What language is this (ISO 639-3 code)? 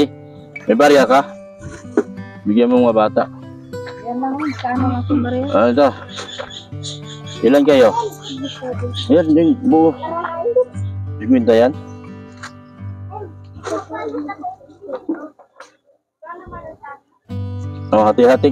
fil